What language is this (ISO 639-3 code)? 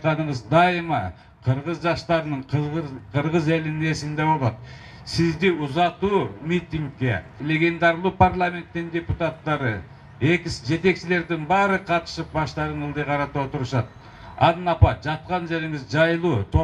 kir